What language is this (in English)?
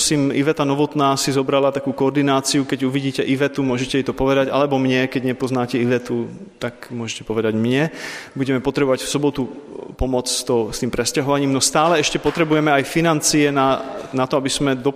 Slovak